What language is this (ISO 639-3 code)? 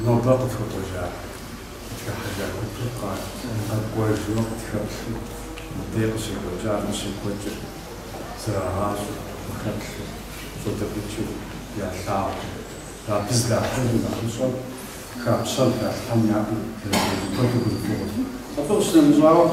kbd